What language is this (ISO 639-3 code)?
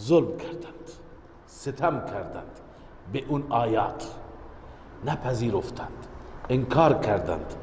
fas